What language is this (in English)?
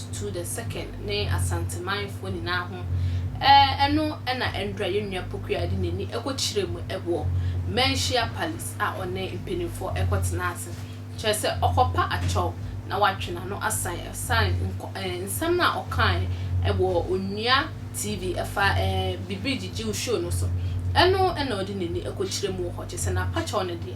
Akan